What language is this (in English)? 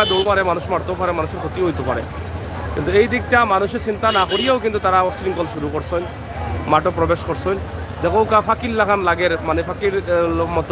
Sylheti